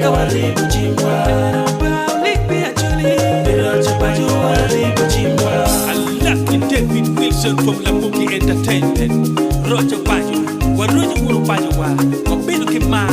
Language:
Acoli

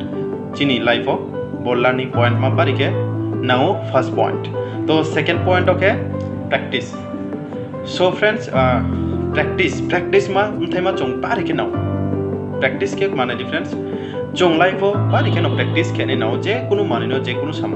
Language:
Riang (India)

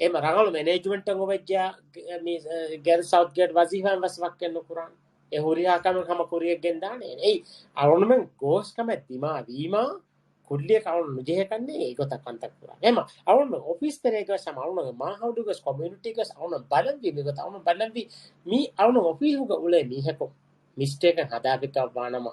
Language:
Divehi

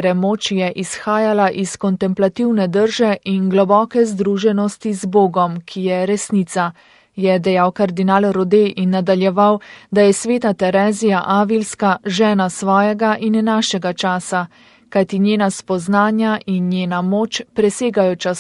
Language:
Slovenian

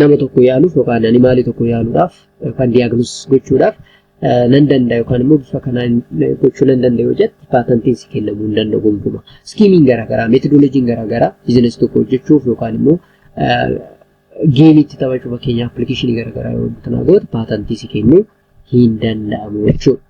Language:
Oromo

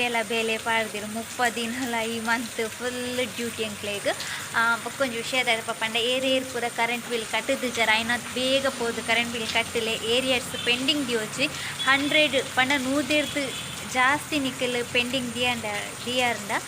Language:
Tulu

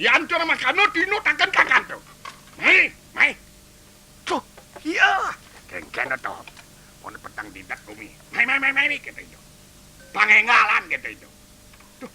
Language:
Balinese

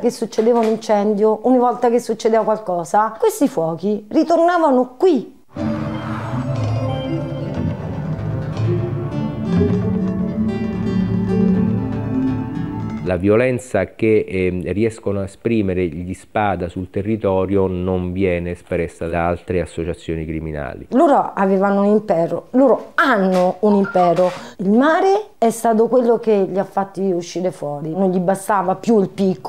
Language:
Italian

